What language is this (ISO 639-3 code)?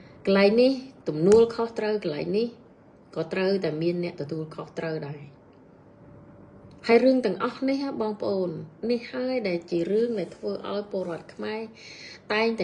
khm